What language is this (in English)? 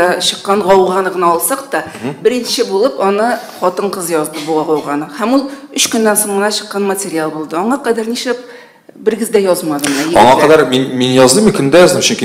Tatar